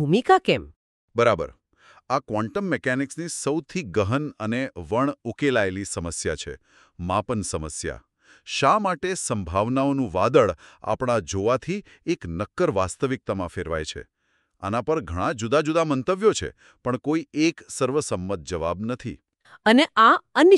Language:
Gujarati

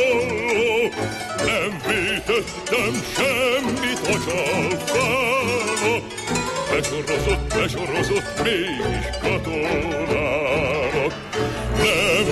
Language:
Hungarian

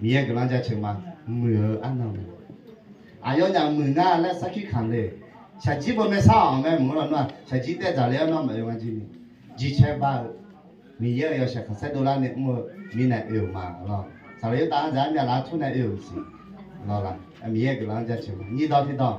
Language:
Akha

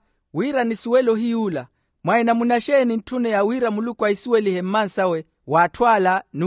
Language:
Makhuwa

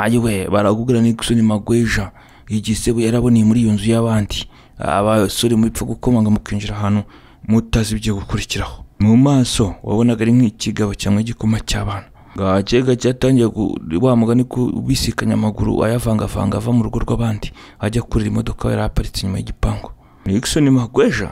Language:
Kinyarwanda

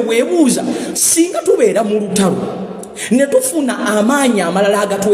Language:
Ganda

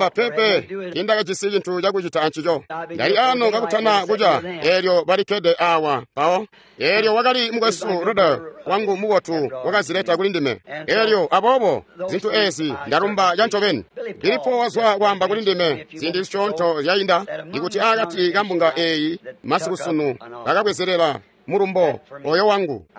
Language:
Tonga (Zambia)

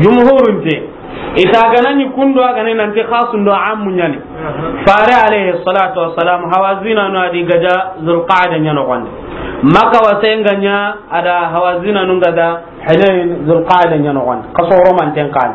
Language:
Soninke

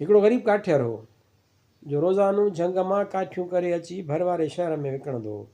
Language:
Sindhi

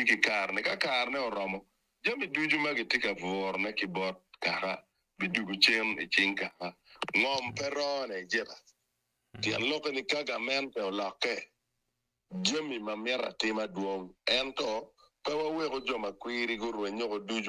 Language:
Acoli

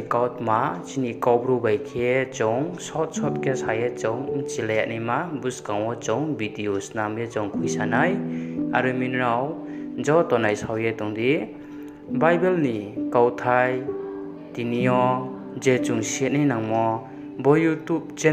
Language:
Riang (India)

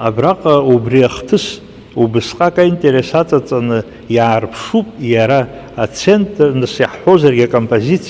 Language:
Abkhazian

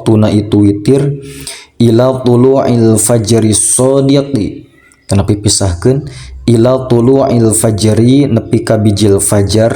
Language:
Sundanese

